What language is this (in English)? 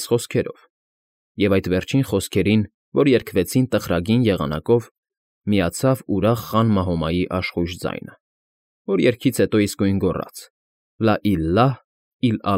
Armenian